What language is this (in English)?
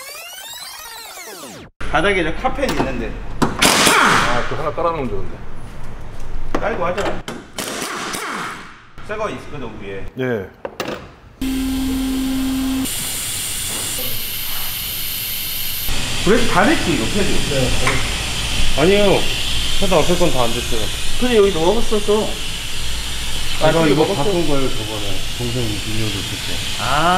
Korean